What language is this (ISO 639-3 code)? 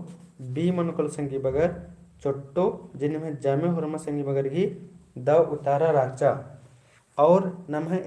kru